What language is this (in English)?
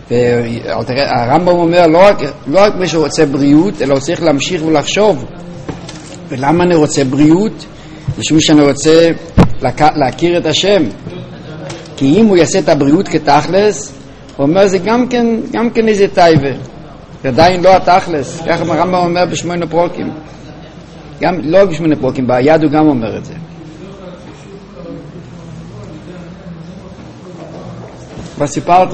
Hebrew